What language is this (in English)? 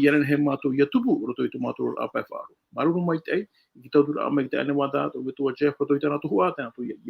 Tahitian